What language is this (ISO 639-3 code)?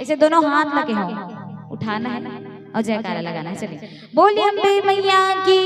hne